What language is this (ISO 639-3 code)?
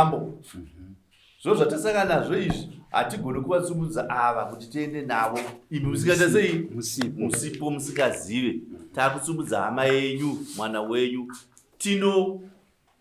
sna